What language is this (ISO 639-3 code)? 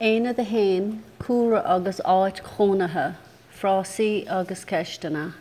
gle